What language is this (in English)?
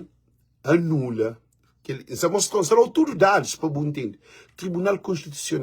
Kabuverdianu